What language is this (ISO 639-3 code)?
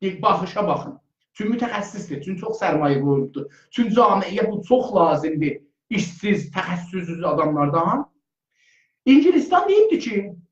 azb